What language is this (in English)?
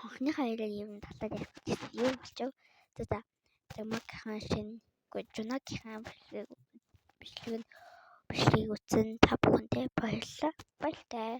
Mongolian